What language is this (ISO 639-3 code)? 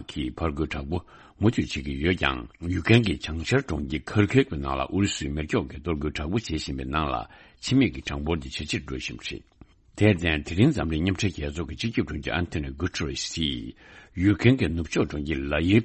bod